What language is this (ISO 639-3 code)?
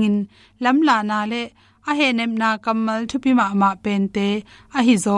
ctd